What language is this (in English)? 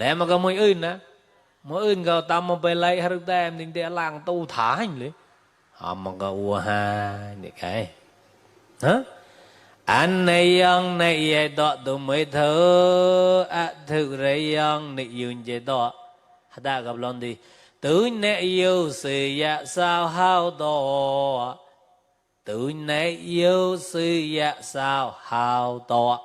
Mon